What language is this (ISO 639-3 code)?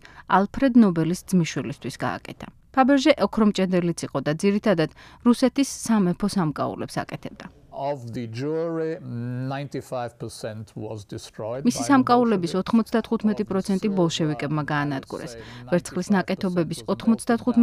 kat